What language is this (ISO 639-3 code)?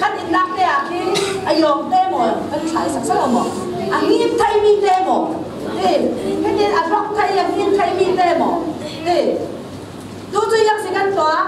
cfm